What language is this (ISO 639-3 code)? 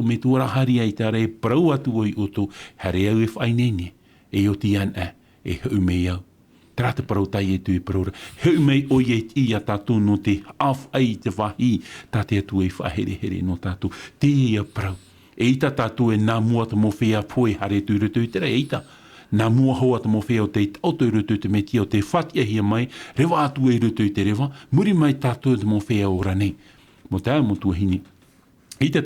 tah